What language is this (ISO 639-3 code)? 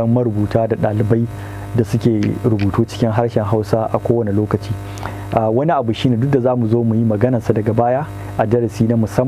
hau